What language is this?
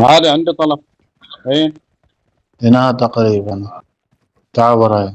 Mesopotamian Arabic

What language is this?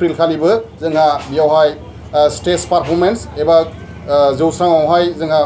Bodo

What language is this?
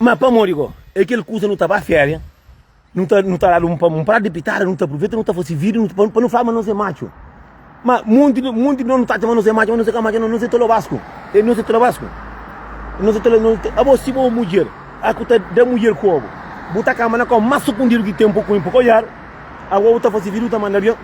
Kabuverdianu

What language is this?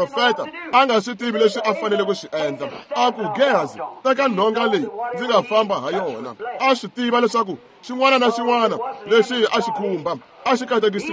Tsonga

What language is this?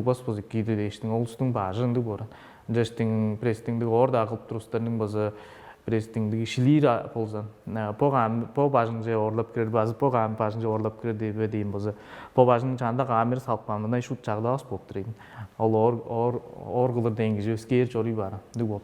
Tuvinian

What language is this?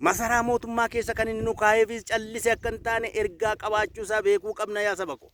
Oromo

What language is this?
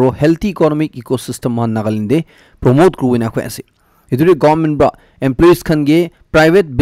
Naga Pidgin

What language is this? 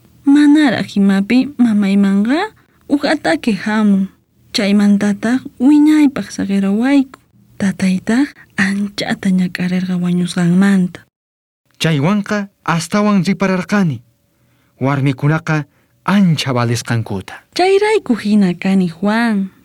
South Bolivian Quechua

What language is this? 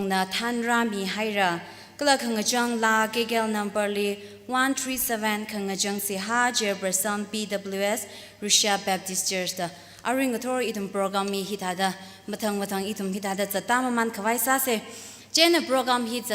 Tangkhul Naga (India)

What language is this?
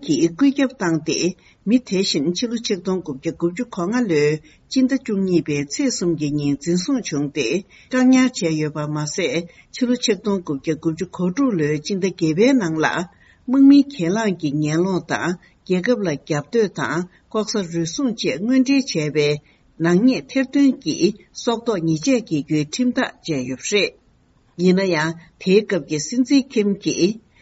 Tibetan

